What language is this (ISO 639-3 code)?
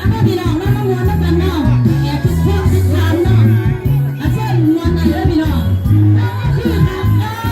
lao